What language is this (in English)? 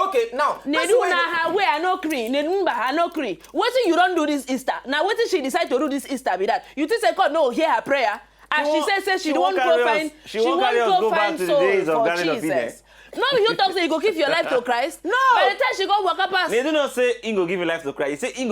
Nigerian Pidgin